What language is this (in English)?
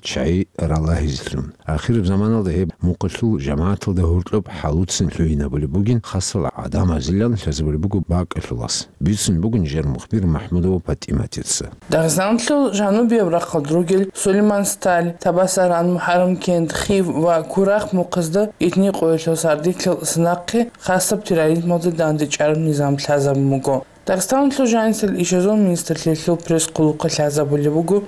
Avaric